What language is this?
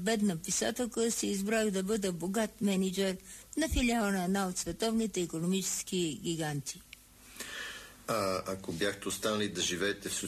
Bulgarian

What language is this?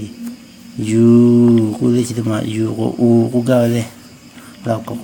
Lahu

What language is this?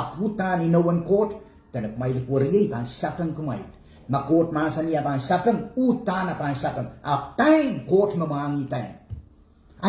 Pohnpeian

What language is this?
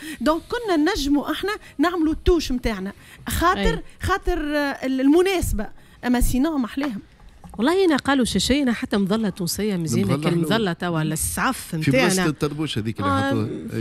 Tunisian Arabic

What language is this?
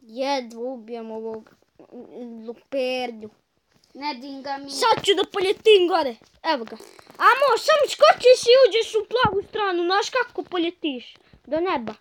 Bosnian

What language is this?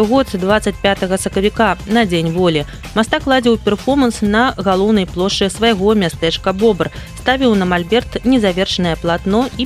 Belarusian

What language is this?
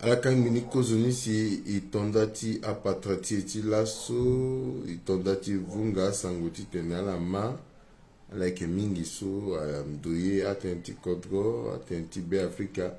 Sango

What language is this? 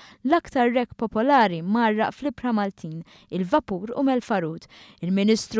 Maltese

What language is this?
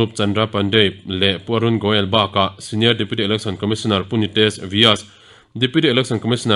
Mizo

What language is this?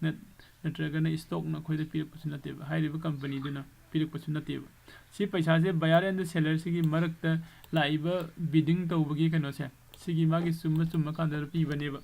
Manipuri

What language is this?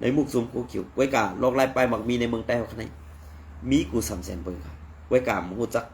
Shan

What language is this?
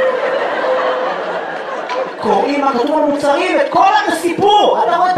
Hebrew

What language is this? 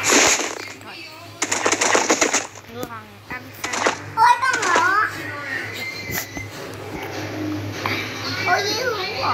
Vietnamese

